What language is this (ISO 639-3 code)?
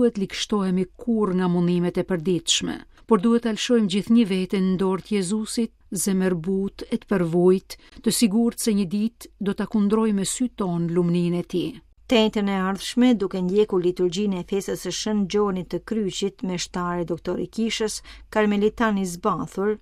sqi